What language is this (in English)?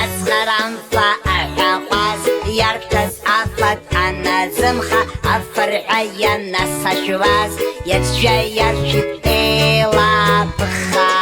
Abkhazian